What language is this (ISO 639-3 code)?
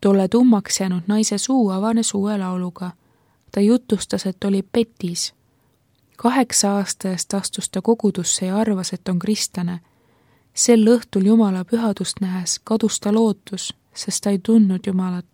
est